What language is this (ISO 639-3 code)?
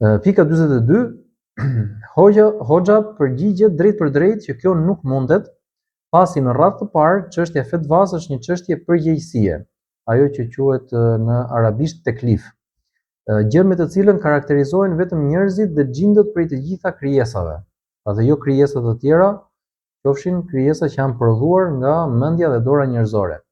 sqi